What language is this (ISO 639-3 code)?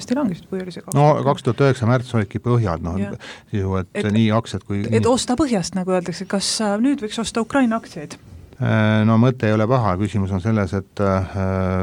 est